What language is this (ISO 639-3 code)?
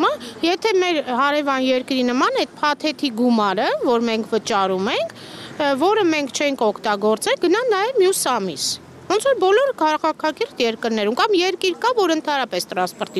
hye